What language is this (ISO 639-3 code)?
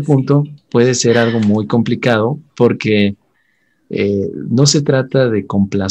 spa